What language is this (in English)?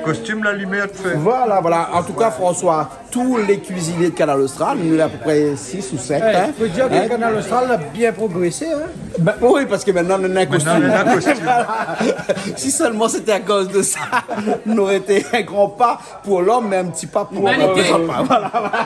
Réunion Creole French